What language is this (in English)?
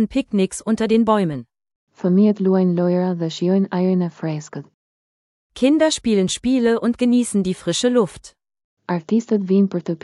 Albanian